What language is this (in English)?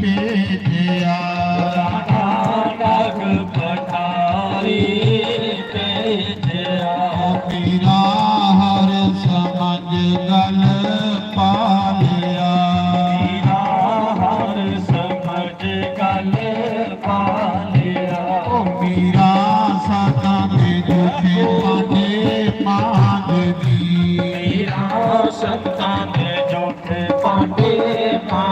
Dogri